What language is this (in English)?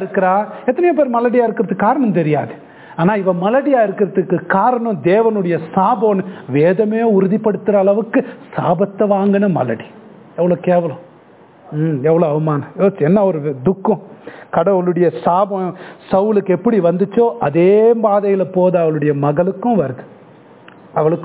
Tamil